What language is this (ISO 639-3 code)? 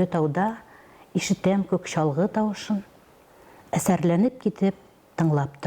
tat